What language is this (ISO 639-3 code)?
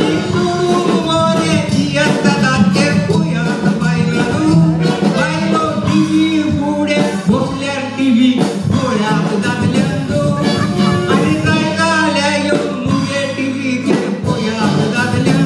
kok